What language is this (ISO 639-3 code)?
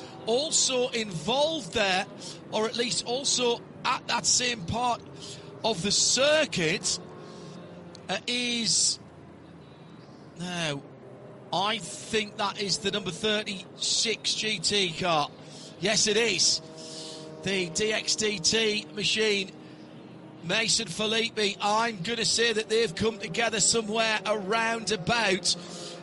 eng